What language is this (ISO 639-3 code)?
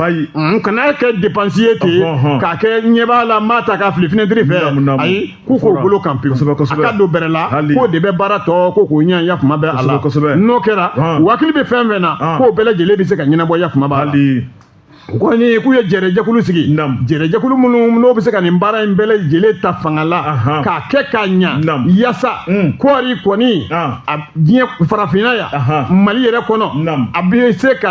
bam